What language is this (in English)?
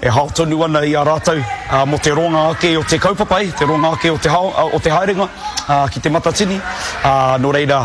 Māori